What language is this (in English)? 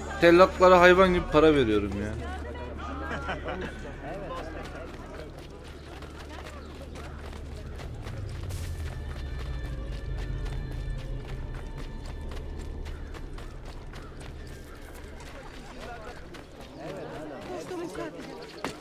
Turkish